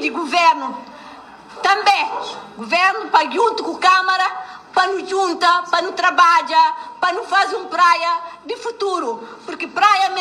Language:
Kabuverdianu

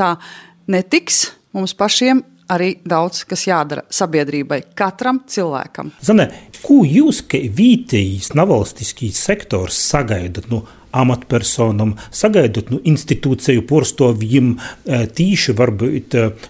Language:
Latvian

